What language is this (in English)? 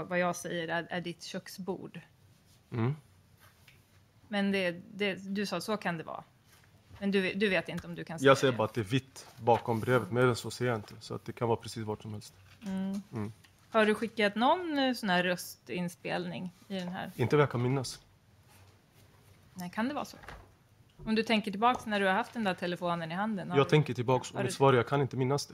Swedish